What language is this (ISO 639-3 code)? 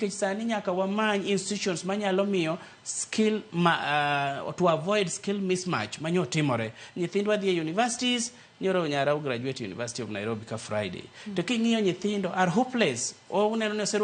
luo